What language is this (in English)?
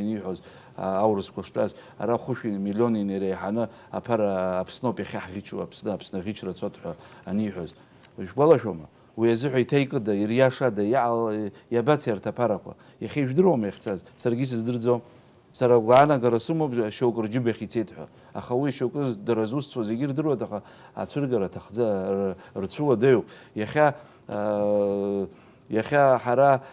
Abkhazian